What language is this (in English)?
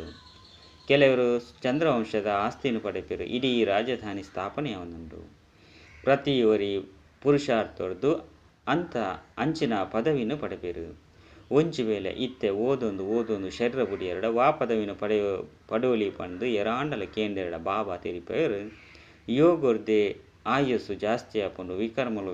Tulu